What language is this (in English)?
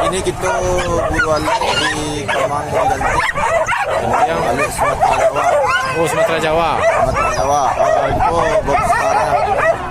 Minangkabau